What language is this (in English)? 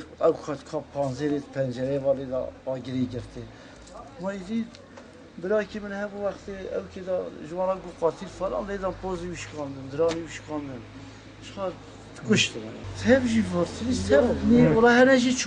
Kurdish